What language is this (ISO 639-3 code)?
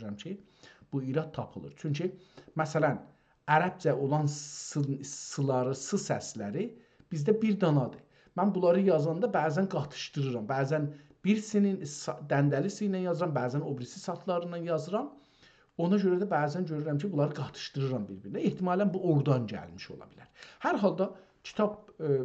azb